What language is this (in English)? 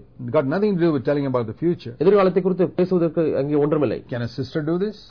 Tamil